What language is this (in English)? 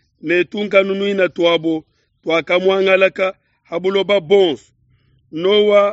Luba-Lulua